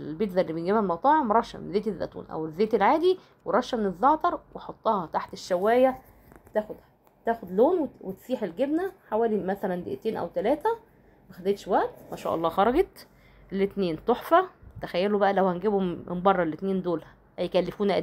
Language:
Egyptian Arabic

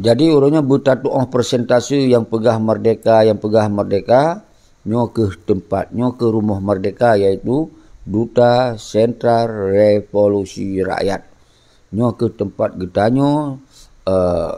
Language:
Achinese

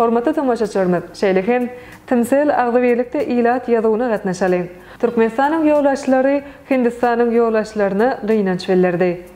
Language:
Turkmen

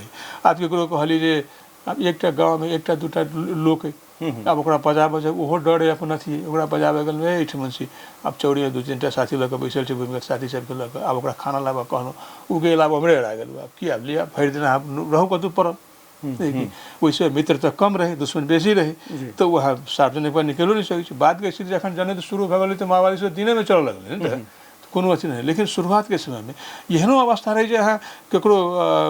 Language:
Maithili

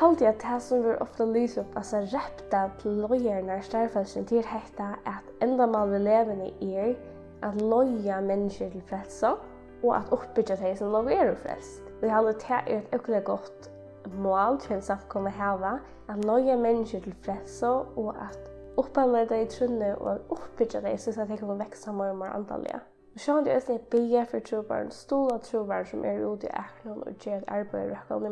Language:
Faroese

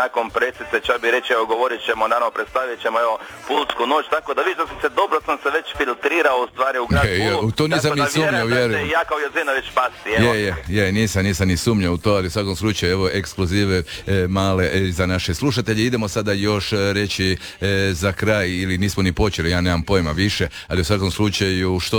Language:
Croatian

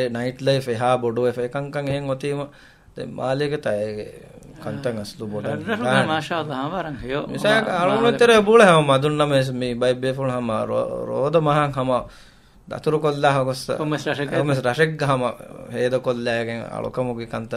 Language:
Divehi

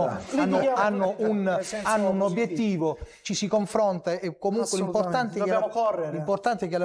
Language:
Italian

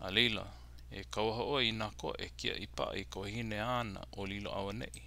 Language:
Hawaiian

